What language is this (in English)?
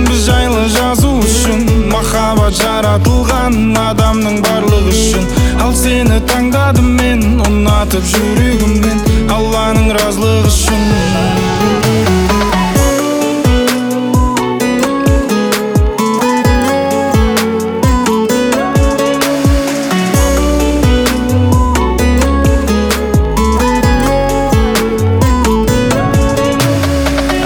Kazakh